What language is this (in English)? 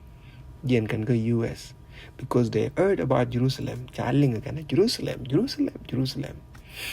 Nuer